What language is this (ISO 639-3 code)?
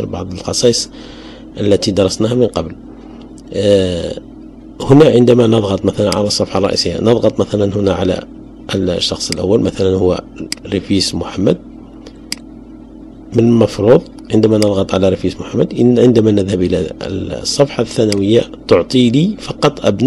ara